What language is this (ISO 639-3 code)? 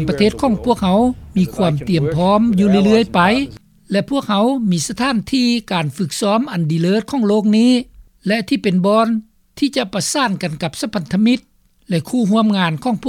lao